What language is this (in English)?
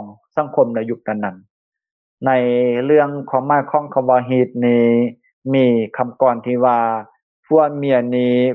Lao